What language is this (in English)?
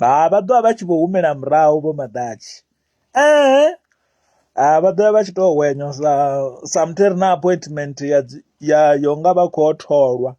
Venda